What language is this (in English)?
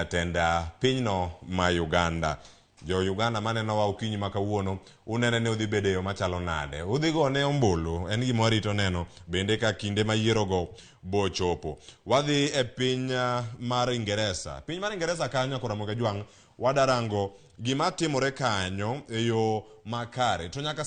Luo (Kenya and Tanzania)